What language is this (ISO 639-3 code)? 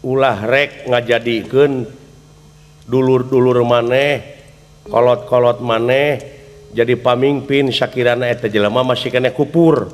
sun